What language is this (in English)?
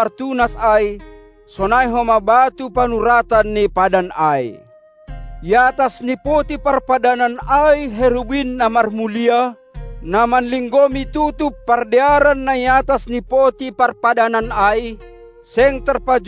Batak Simalungun